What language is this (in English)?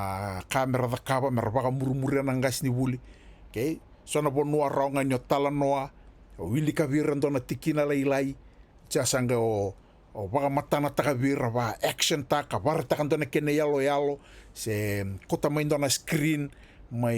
Fijian